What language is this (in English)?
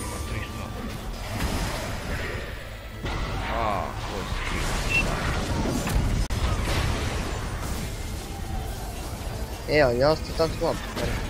Croatian